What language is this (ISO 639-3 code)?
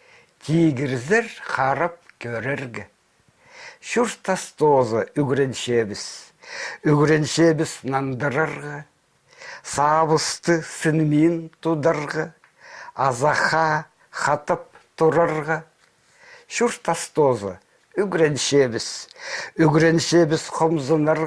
kjh